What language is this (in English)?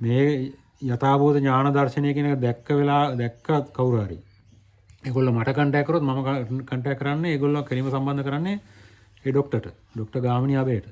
Sinhala